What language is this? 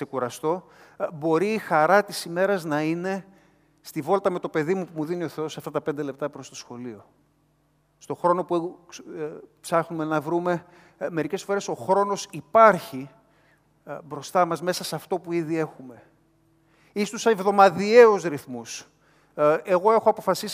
Greek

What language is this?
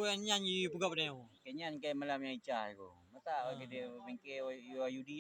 Achinese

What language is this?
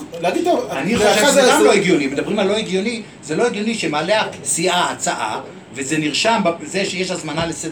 Hebrew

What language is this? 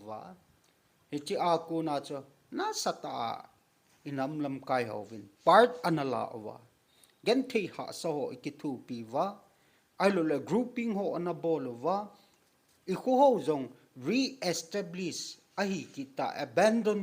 Thado Chin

